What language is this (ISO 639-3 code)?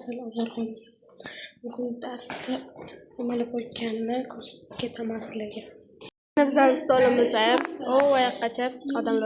uzb